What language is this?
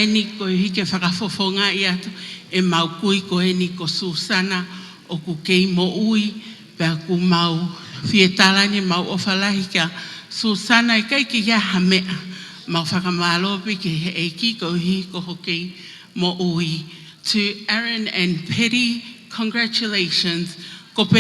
Tongan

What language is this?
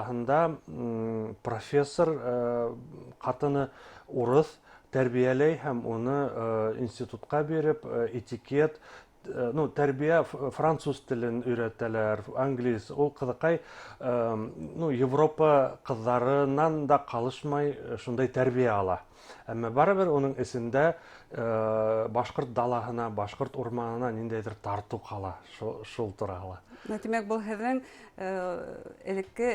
Bashkir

